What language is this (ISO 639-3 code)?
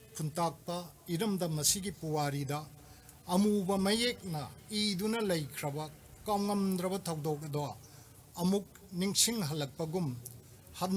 mni